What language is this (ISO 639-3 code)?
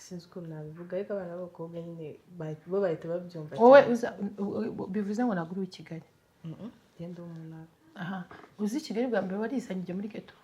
kin